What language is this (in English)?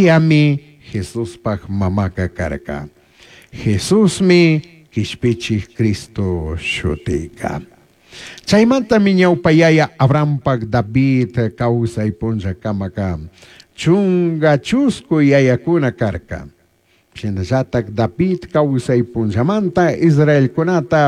Chimborazo Highland Quichua